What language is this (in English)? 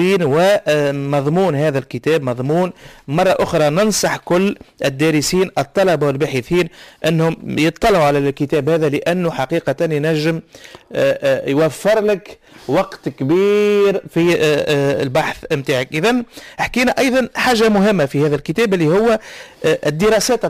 Tunisian Arabic